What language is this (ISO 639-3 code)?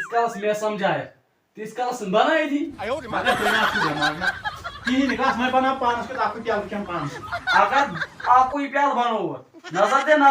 kas